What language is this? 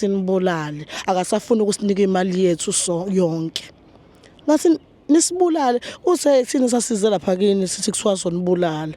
Zulu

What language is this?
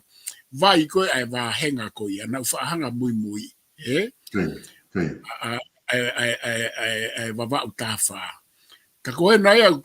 Tongan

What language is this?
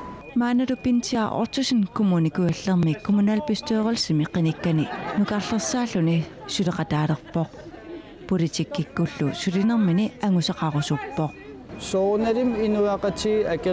Kalaallisut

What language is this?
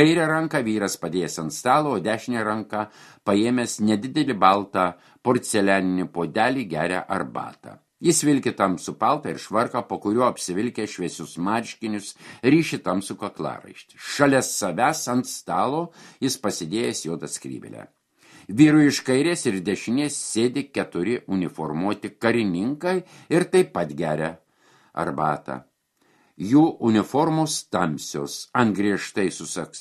Lithuanian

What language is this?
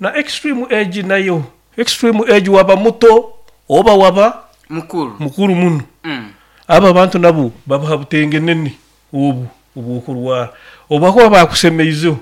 Nyoro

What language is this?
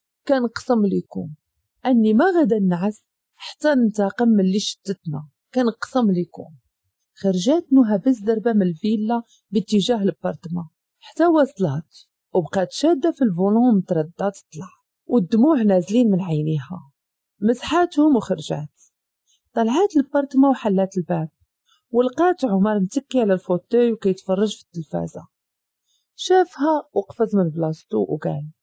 Moroccan Arabic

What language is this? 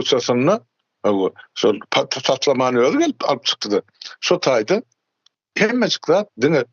Turkmen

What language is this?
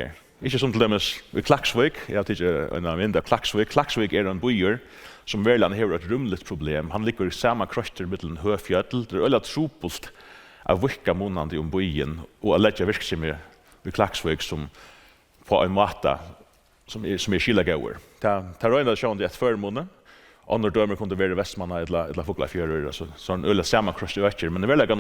Faroese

